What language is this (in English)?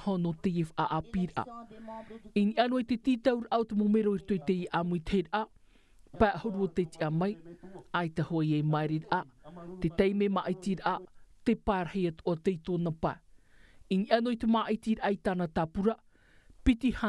Tahitian